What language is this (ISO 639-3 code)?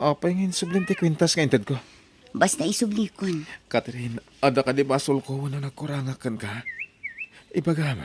ilo